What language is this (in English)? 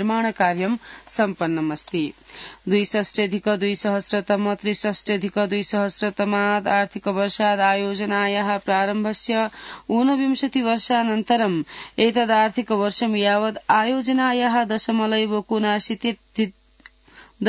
Sanskrit